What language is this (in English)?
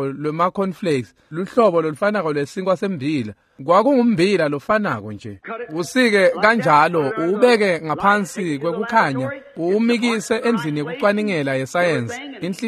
Swati